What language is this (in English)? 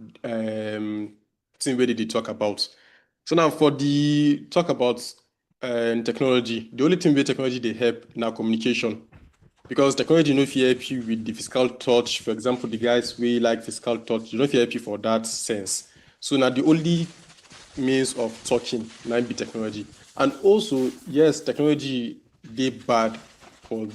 Nigerian Pidgin